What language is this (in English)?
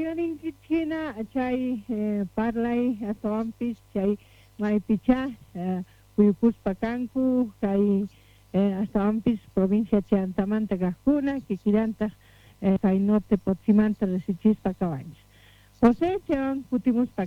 South Bolivian Quechua